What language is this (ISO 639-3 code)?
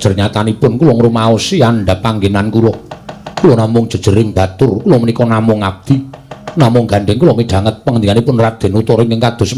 jav